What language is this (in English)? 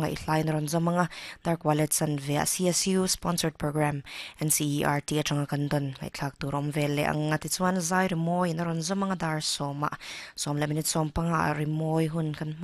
Mizo